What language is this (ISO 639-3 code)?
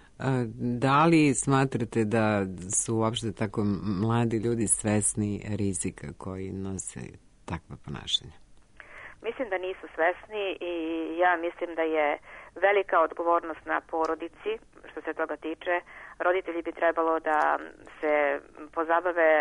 srp